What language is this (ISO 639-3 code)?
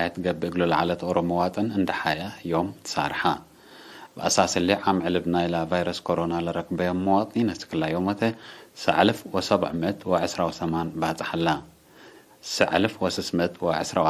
tig